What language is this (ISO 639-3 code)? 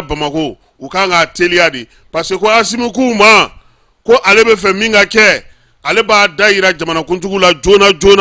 bam